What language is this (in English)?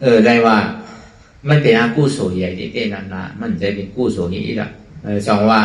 Shan